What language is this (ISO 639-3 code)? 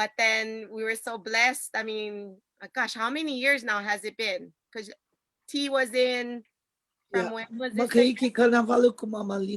haw